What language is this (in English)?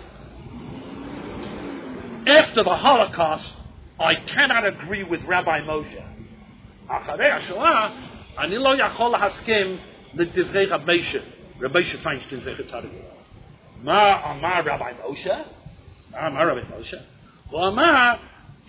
Hebrew